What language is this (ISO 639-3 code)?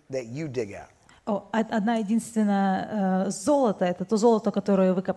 rus